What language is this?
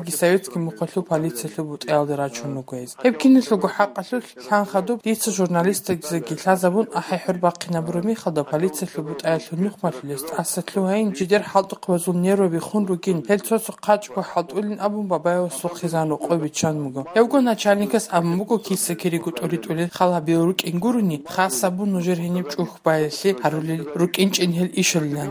Avaric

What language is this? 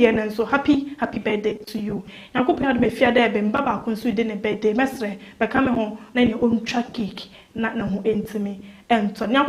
Akan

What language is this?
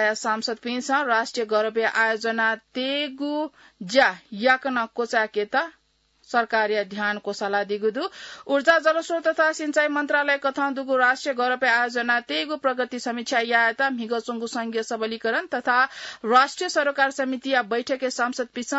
Newari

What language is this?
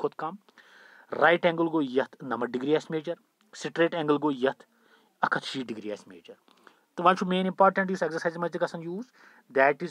Kashmiri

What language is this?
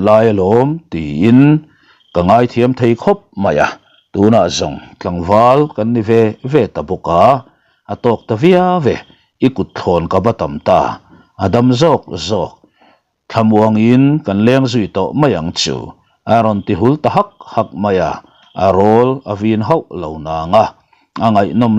Mizo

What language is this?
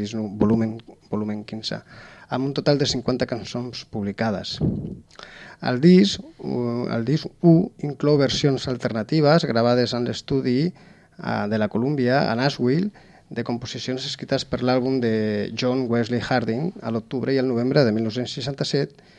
Catalan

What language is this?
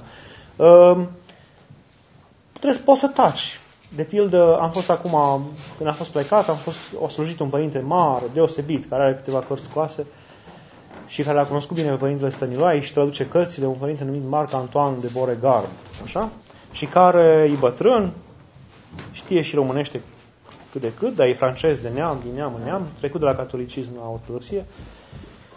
Romanian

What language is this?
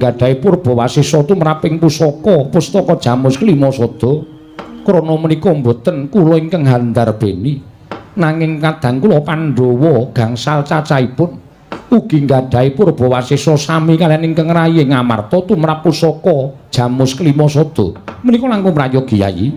Javanese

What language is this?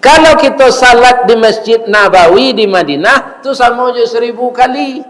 Minangkabau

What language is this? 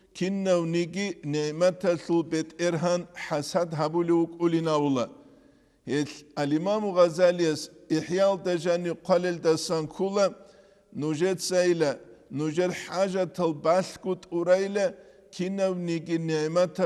Avaric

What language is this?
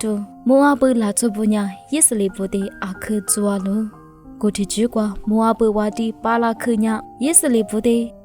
Lisu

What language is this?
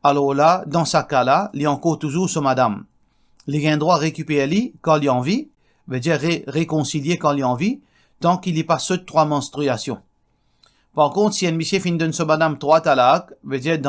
Morisyen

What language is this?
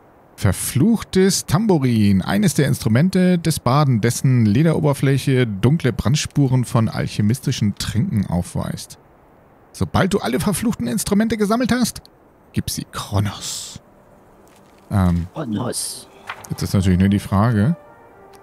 German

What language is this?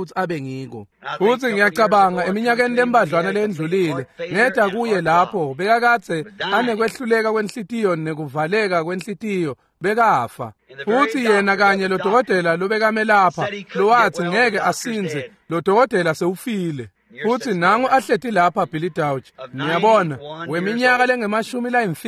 Swati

